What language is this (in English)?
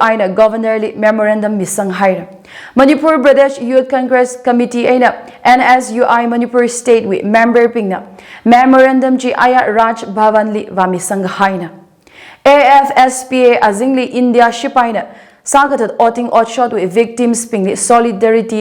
Tangkhul Naga (India)